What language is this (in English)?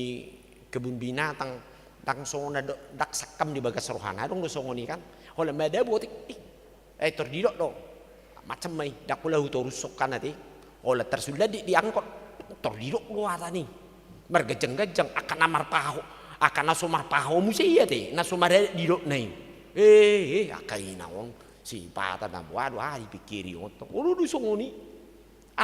Batak Toba